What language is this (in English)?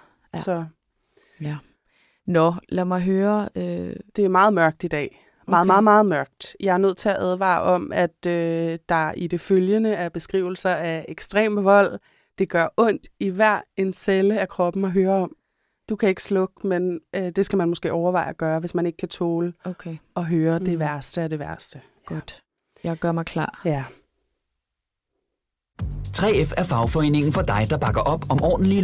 Danish